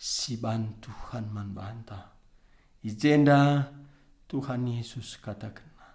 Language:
Batak Karo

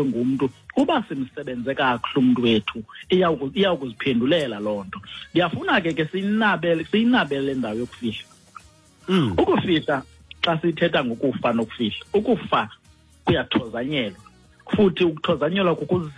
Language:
Xhosa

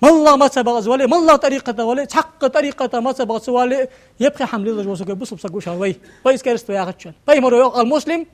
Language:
Ingush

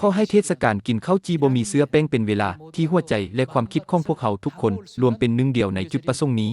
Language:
Lao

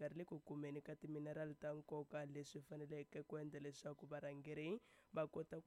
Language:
Tsonga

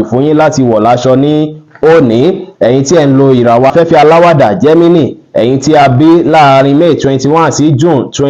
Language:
Yoruba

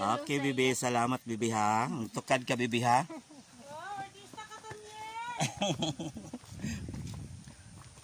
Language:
Cebuano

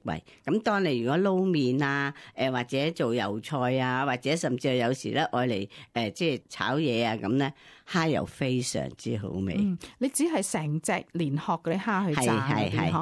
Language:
Cantonese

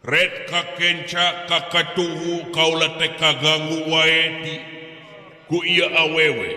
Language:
Sundanese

